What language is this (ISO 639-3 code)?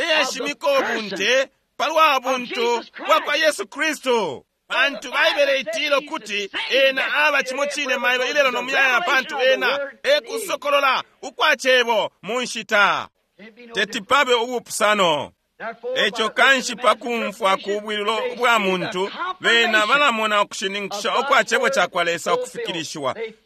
bem